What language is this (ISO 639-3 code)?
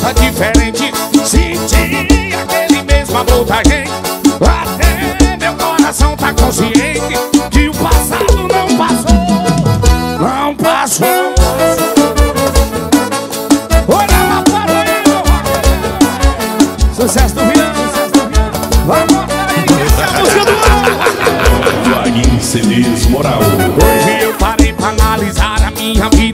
por